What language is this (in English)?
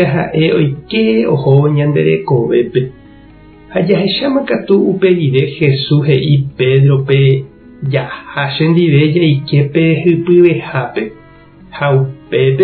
Guarani